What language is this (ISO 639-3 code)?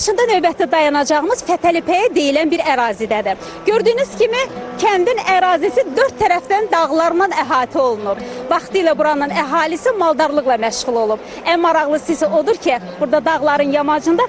aze